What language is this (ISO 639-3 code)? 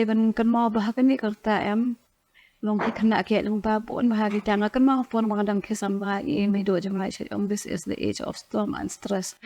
kha